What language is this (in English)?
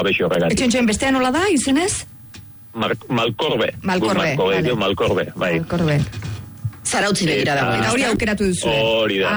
Basque